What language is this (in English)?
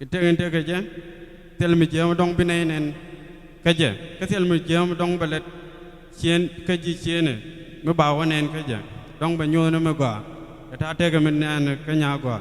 Nuer